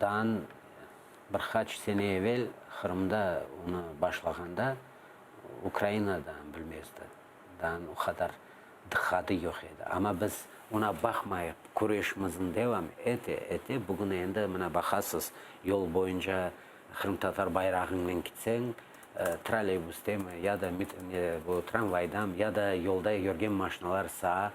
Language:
Crimean Tatar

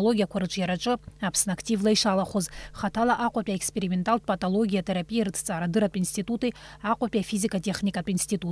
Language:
Abkhazian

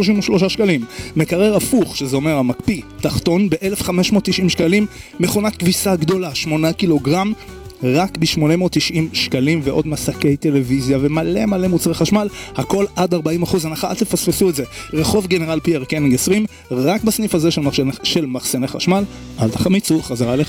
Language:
Hebrew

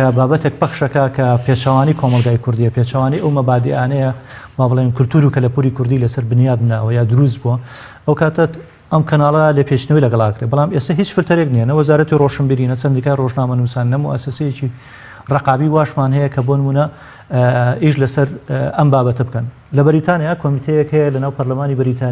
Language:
Central Kurdish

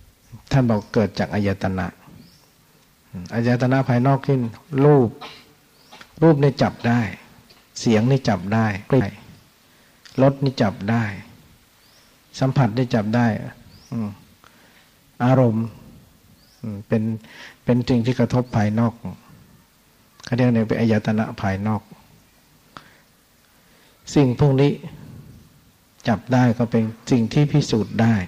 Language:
Thai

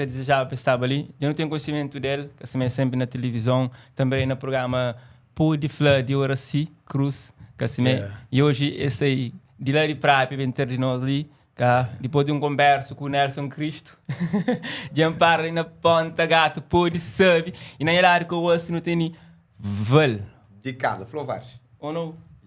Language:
Kabuverdianu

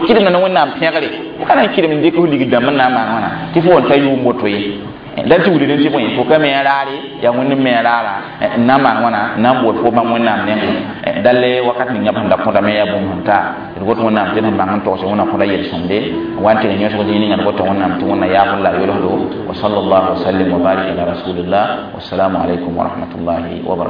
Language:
Mossi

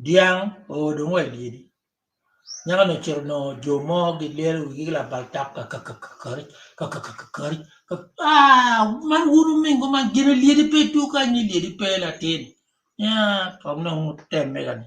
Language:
Acoli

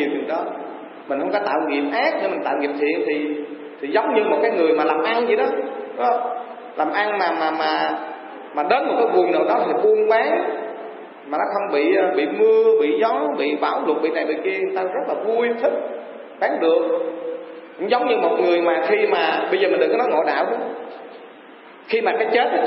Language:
Vietnamese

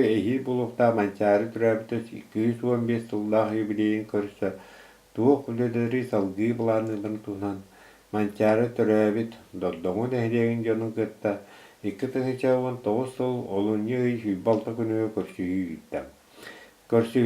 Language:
Yakut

